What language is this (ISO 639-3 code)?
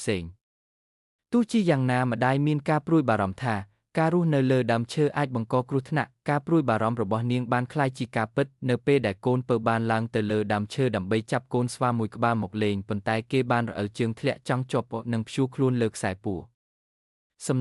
khm